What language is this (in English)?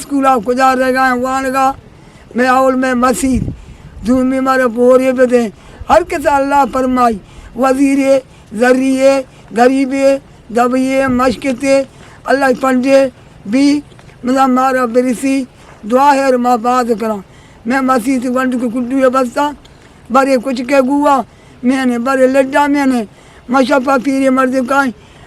Eastern Balochi